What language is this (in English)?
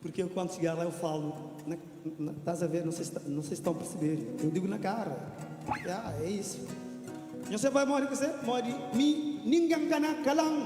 Kabuverdianu